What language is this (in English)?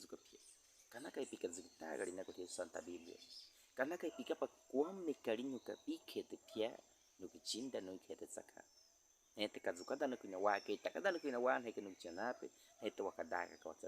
Baniwa